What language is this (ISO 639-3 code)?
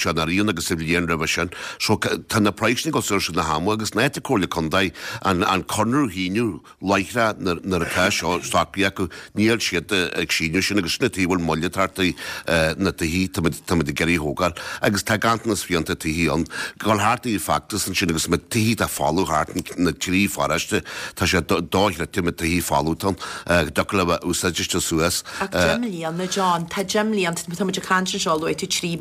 gle